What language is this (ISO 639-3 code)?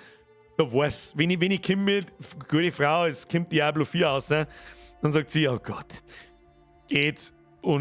bar